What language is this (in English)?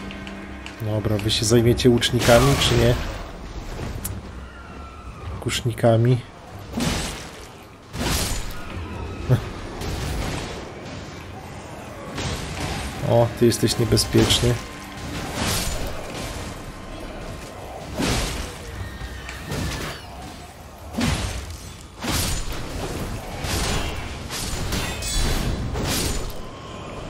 Polish